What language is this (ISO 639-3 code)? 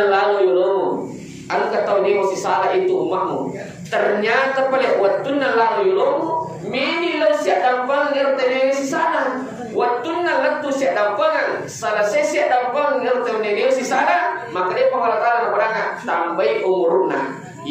bug